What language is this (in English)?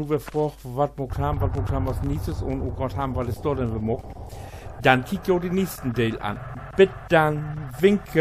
Low German